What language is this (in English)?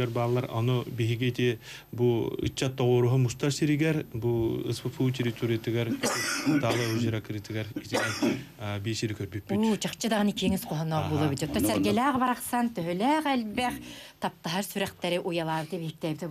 Yakut